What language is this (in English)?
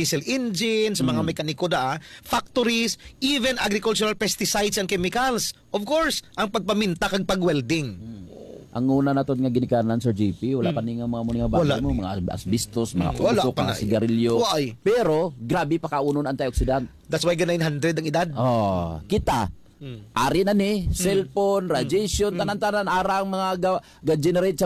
Hiligaynon